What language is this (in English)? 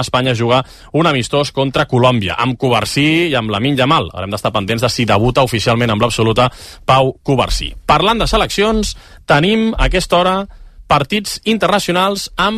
Catalan